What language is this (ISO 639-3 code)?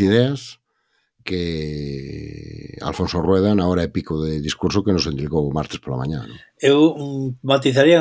glg